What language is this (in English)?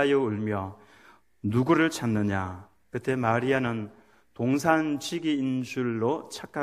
Korean